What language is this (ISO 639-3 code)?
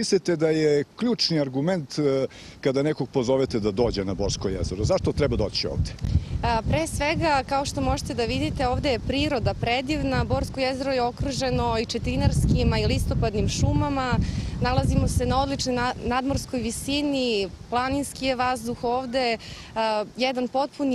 srp